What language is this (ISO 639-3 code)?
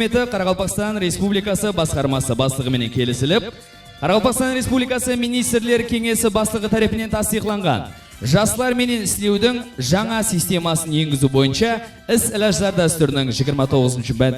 kaa